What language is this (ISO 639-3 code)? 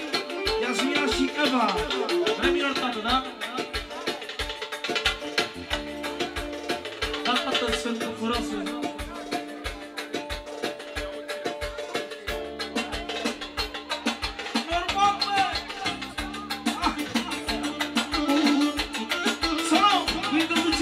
ron